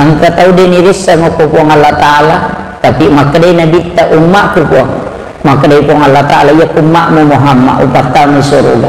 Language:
Buginese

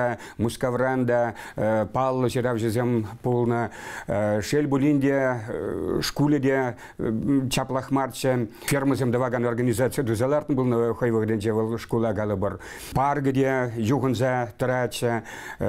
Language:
Chuvash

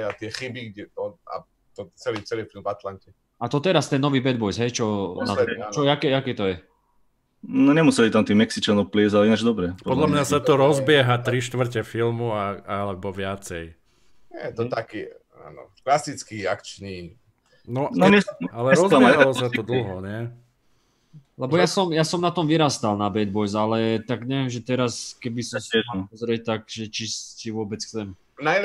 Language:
Slovak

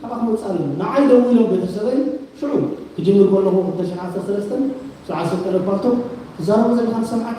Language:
Tigrinya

